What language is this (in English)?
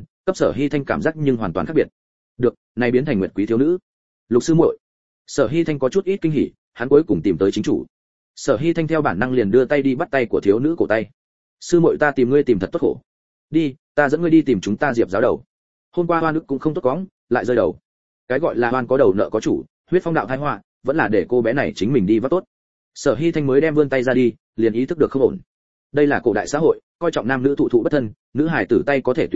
Vietnamese